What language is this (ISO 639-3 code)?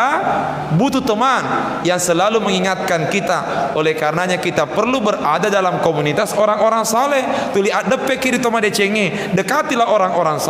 bug